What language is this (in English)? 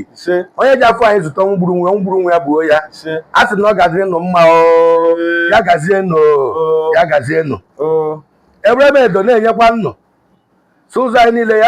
Igbo